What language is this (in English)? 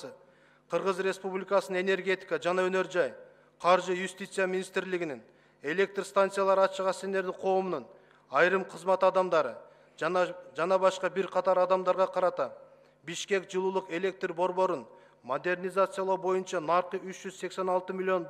Kyrgyz